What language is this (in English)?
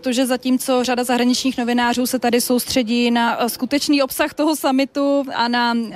Czech